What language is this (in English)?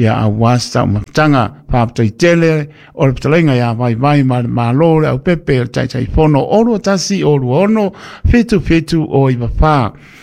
Samoan